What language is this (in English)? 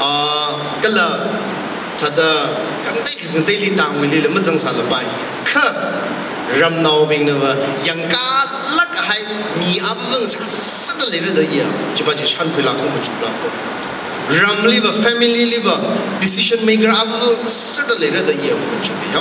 Tangkhul Naga (India)